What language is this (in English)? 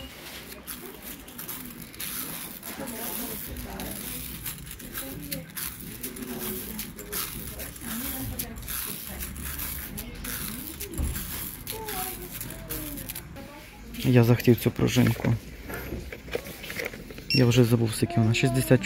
Ukrainian